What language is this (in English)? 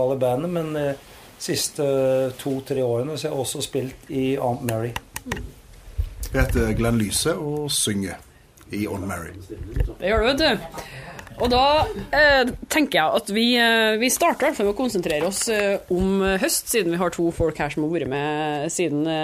Norwegian